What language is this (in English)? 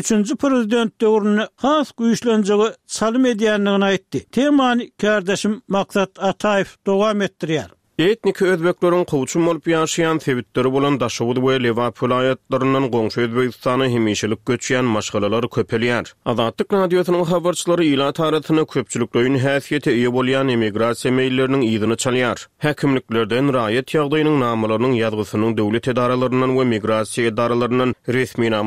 Turkmen